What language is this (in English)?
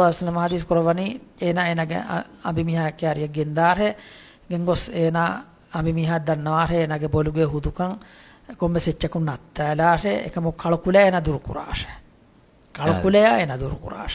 Divehi